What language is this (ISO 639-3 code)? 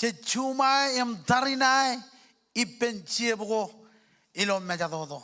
mah